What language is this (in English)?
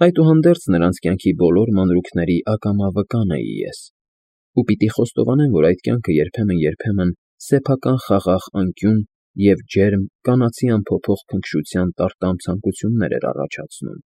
Armenian